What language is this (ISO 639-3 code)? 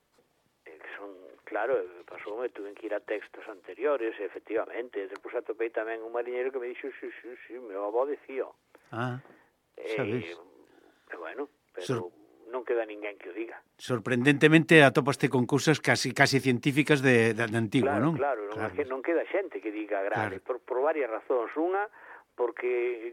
glg